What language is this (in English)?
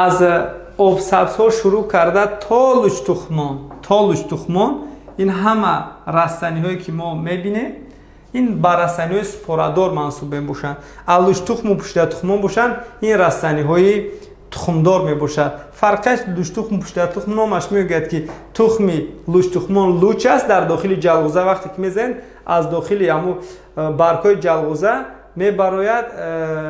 Tajik